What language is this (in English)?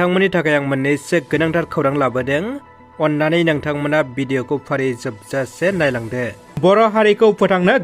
Bodo